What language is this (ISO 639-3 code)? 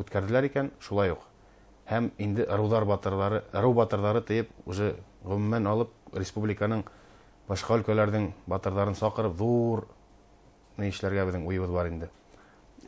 bak